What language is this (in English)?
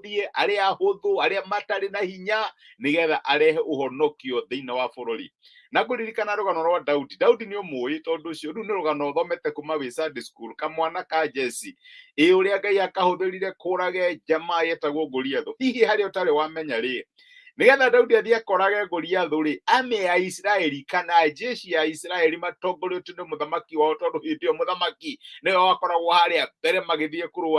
Kikuyu